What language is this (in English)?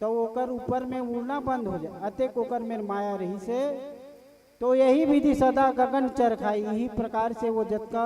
Chhattisgarhi